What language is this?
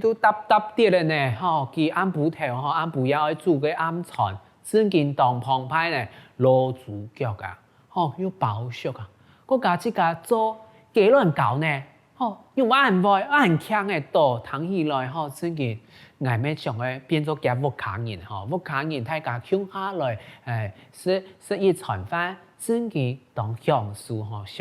Hakka Chinese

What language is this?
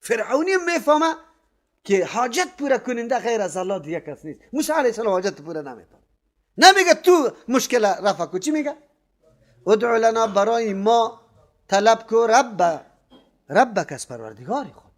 Persian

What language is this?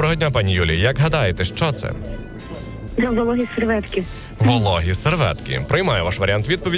Ukrainian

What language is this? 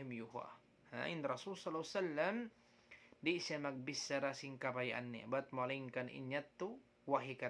Tausug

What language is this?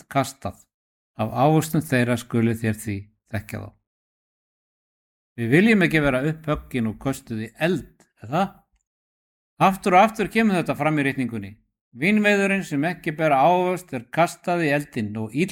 Icelandic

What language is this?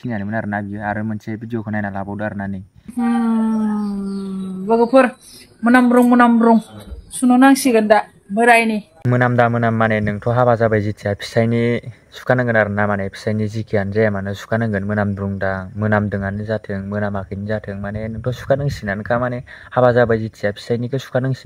Bodo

